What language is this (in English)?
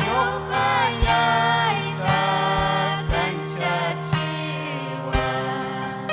Ayacucho Quechua